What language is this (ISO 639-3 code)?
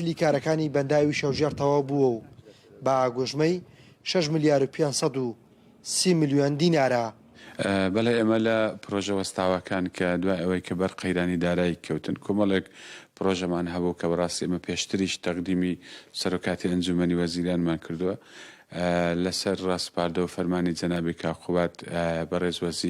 ckb